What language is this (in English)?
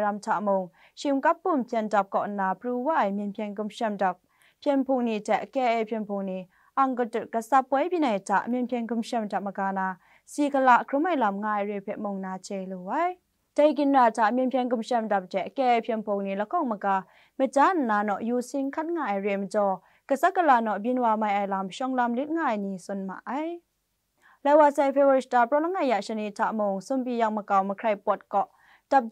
Kachin